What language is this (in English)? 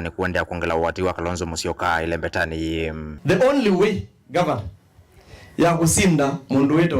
Kamba